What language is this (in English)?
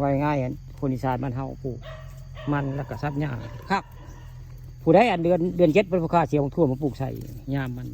Northeastern Thai